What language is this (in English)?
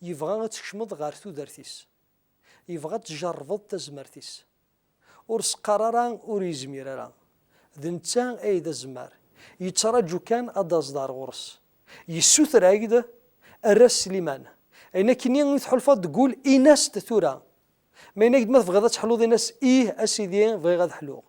Kabyle